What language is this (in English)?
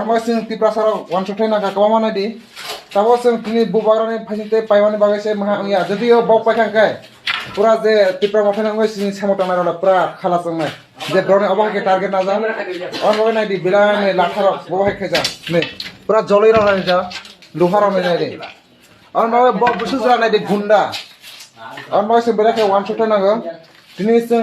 Kok Borok